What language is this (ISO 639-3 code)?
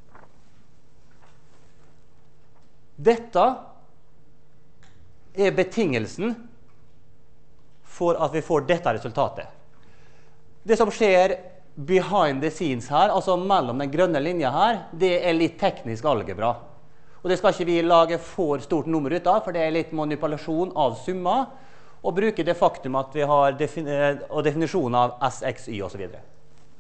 nor